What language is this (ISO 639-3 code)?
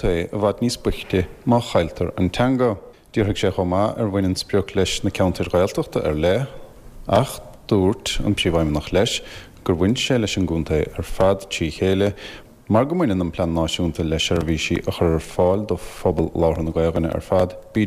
gle